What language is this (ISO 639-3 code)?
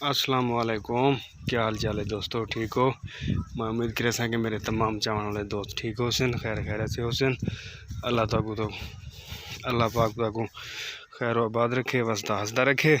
skr